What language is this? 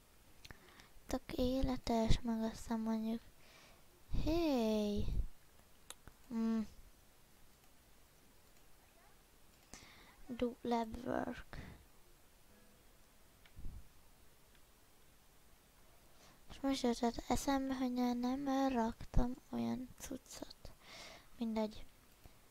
Hungarian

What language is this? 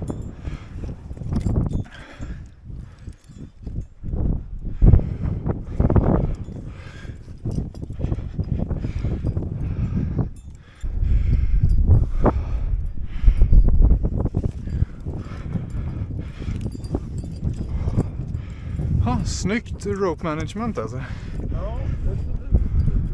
Swedish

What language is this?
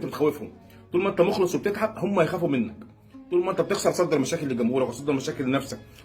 Egyptian Arabic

